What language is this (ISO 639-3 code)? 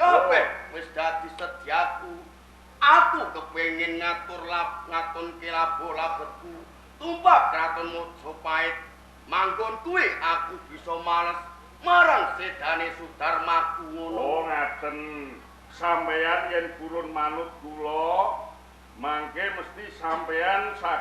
jav